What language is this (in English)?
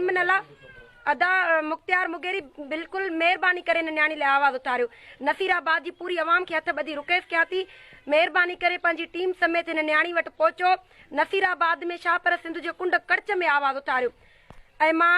Sindhi